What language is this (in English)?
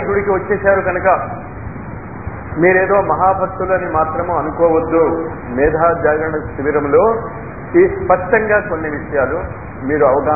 Telugu